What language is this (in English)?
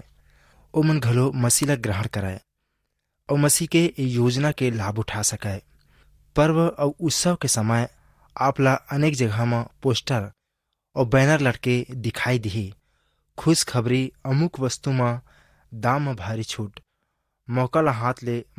Chhattisgarhi